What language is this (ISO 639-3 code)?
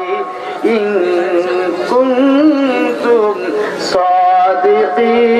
ben